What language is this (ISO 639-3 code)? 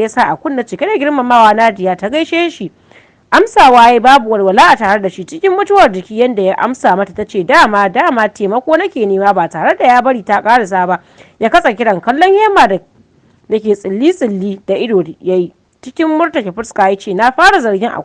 hau